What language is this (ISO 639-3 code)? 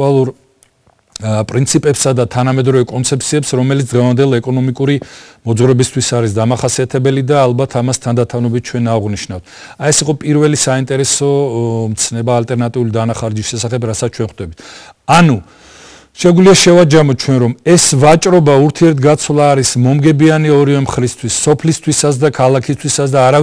kat